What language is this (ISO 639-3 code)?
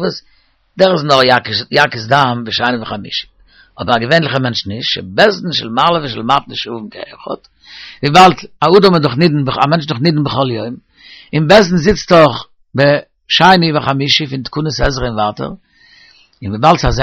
yid